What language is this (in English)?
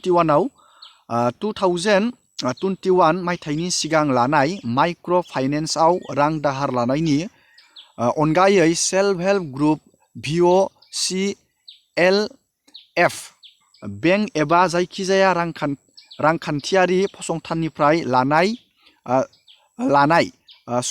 Bodo